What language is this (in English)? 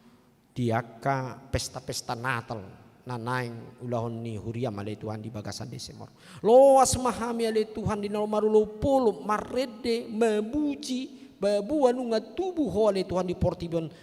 Batak Toba